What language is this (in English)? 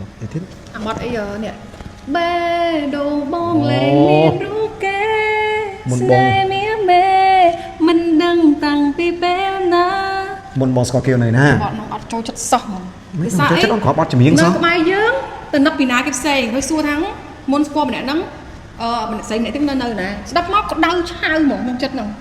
Khmer